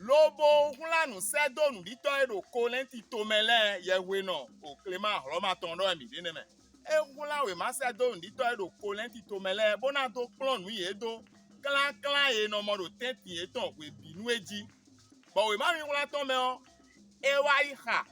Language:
Fon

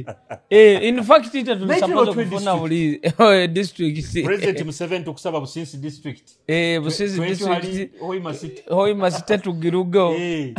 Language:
Nyoro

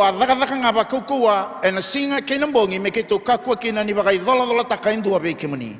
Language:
Fijian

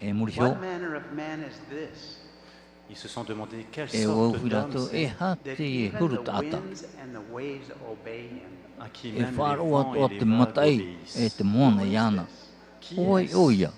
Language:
Tahitian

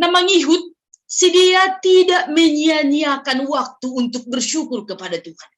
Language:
Batak Simalungun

